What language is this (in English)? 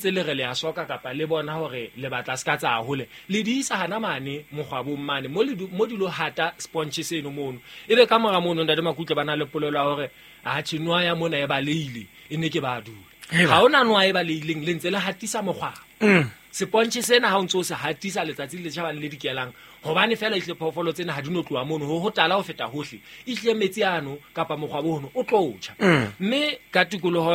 Southern Sotho